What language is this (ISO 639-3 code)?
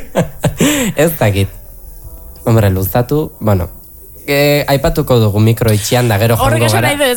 eus